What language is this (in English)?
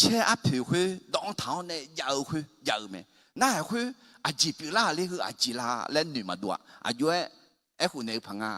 Akha